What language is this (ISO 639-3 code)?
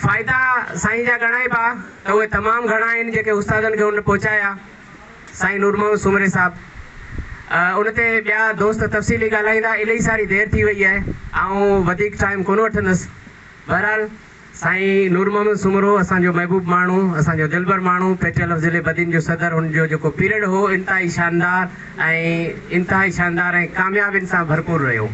snd